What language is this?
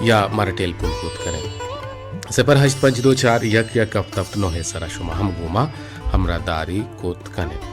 Baluchi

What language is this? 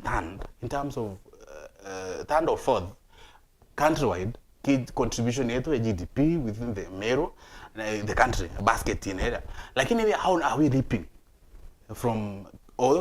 Meru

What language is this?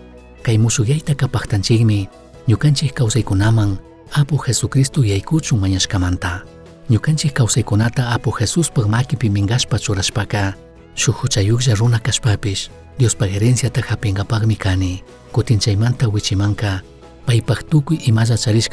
Chimborazo Highland Quichua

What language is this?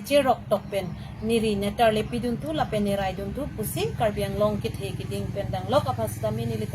Karbi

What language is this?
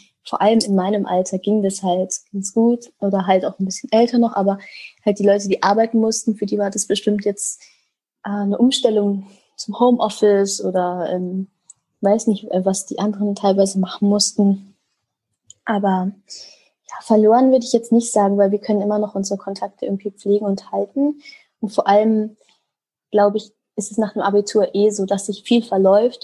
German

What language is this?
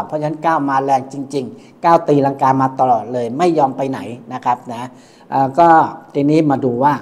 Thai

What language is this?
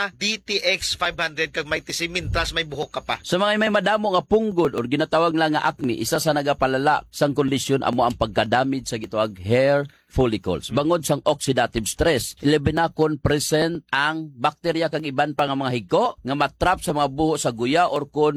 Hiligaynon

